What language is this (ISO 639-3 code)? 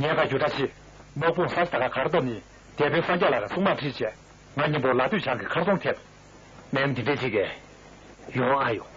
bod